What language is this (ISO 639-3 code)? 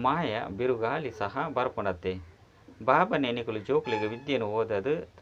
tcy